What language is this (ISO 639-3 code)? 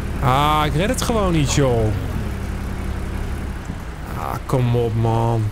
nld